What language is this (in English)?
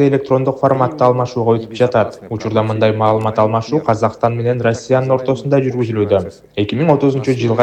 Kyrgyz